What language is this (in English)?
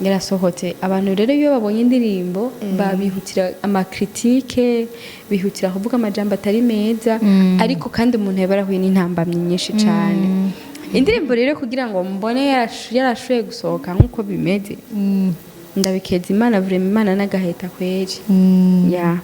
Rundi